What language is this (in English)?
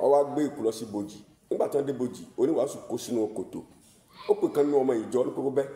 Yoruba